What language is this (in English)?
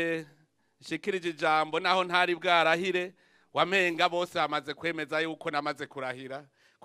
Rundi